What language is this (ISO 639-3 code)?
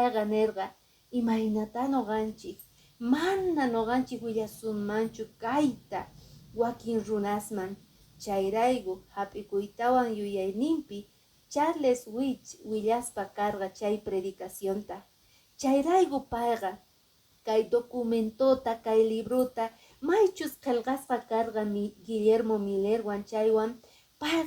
que